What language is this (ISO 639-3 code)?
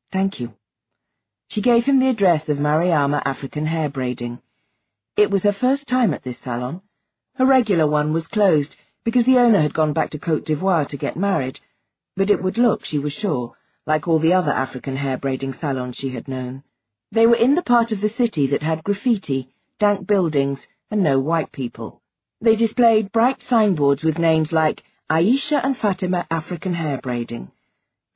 eng